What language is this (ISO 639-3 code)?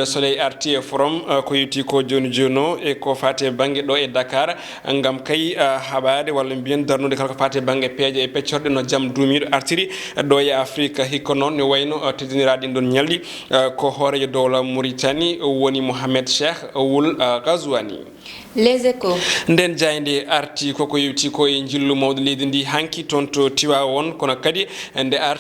ful